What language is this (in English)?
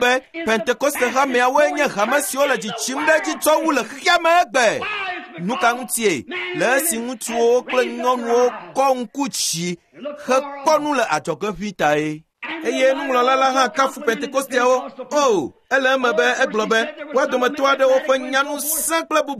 Ewe